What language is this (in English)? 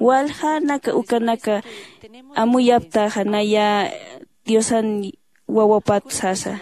Aymara